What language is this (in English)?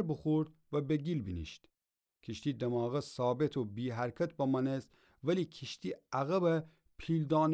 Gilaki